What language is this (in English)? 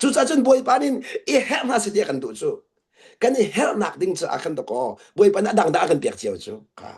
Hakha Chin